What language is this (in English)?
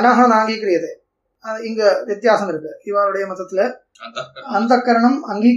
Tamil